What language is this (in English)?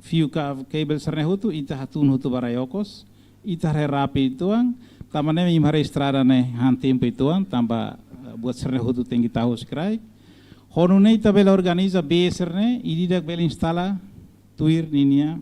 Tetum